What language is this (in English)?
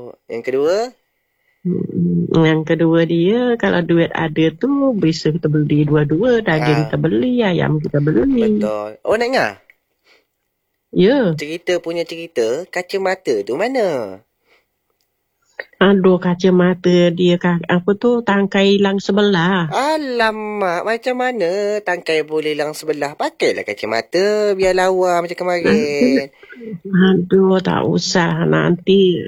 Malay